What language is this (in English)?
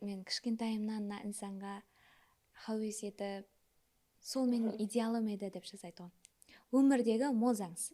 Kara-Kalpak